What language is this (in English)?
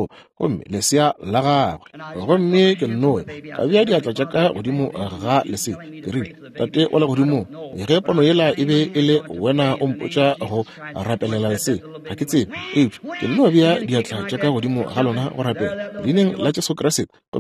Northern Sotho